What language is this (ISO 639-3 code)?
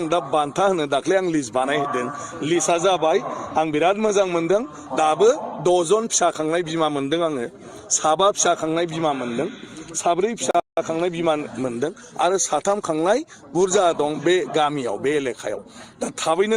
brx